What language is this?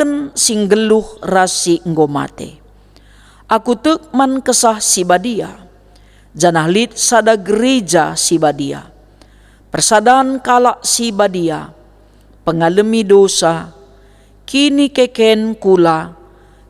Batak Karo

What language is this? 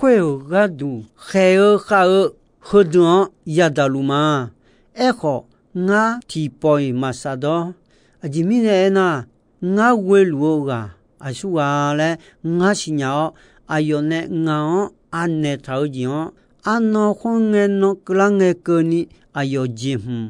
Akha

